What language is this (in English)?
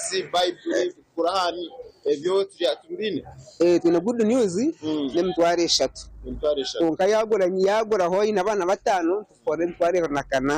Nyankole